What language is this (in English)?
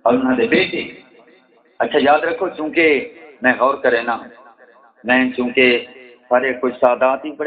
Saraiki